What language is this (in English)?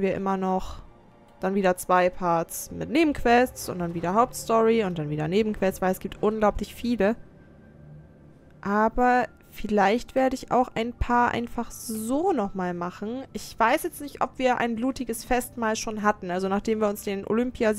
German